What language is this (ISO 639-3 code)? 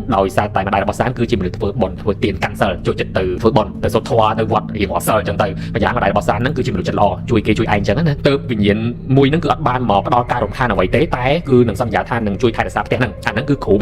khm